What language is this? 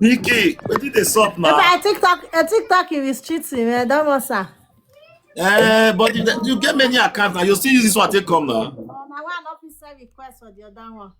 Nigerian Pidgin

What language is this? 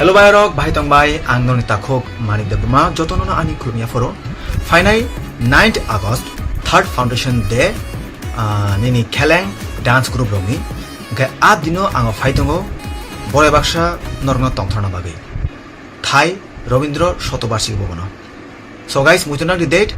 Kok Borok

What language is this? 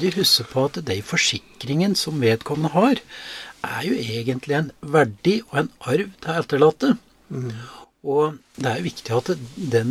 Norwegian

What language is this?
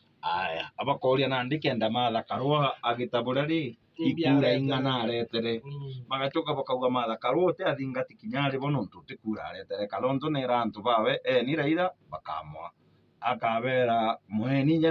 Meru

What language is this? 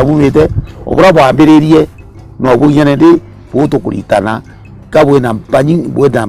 Meru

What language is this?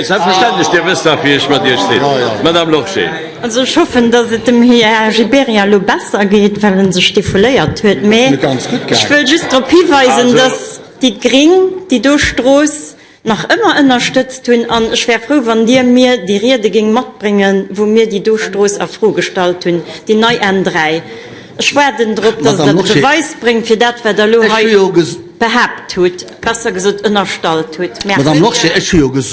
Luxembourgish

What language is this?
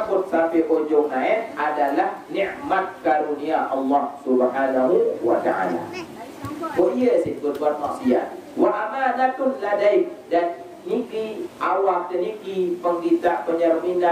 Sasak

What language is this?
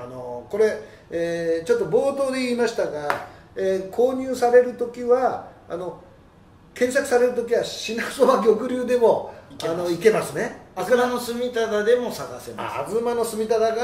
Japanese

